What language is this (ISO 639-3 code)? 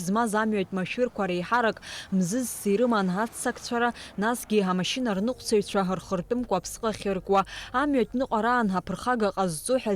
abk